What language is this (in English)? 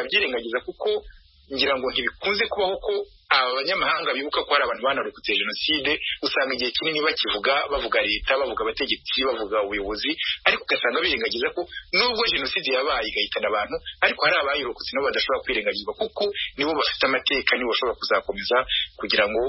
Kinyarwanda